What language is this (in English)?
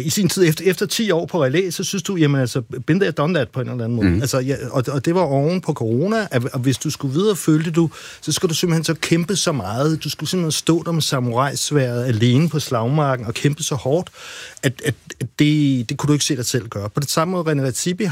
Danish